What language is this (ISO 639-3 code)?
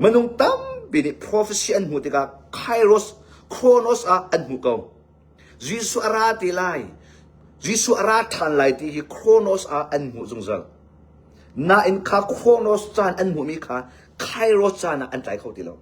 cnh